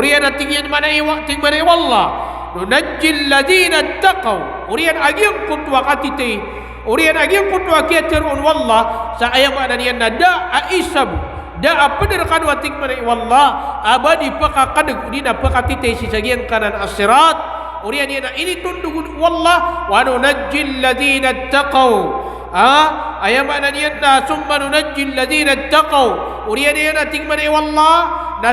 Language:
Maranao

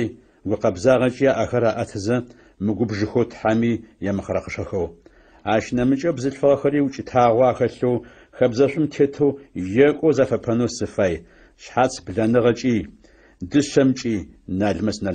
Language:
Adyghe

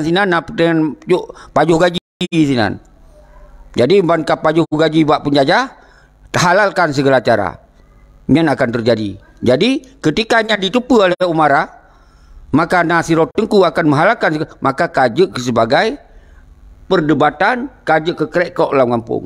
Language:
Achinese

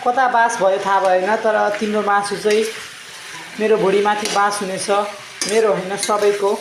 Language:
Nepali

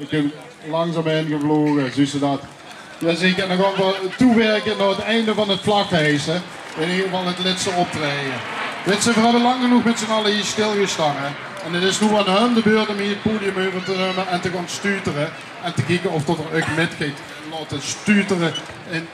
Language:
Limburgish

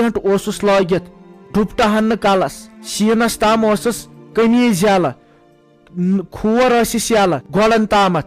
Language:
Kashmiri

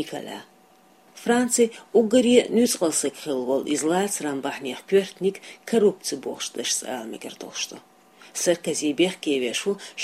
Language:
Chechen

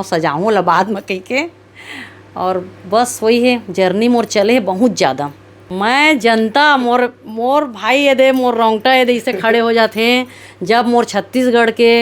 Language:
Chhattisgarhi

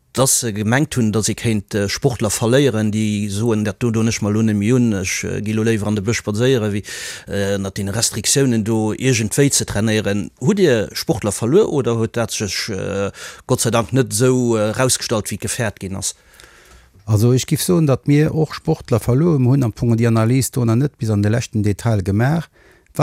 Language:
Luxembourgish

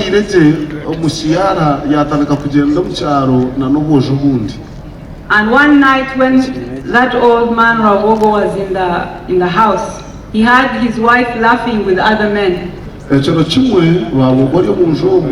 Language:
Nyankole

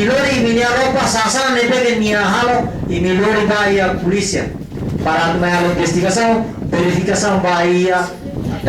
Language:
Tetum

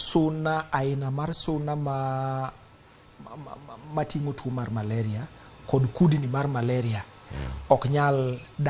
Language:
Luo (Kenya and Tanzania)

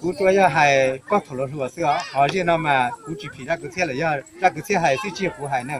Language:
Hmong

